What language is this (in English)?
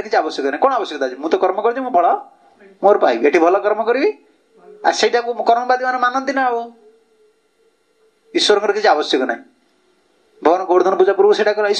Odia